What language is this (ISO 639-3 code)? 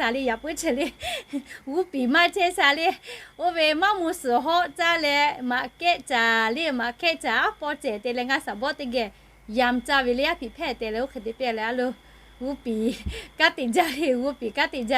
lhu